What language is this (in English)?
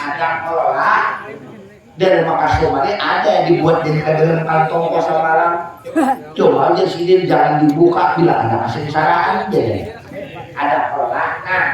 Banjar